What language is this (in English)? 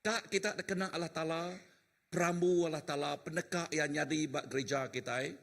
Iban